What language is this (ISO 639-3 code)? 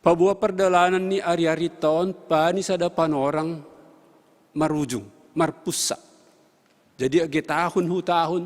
bts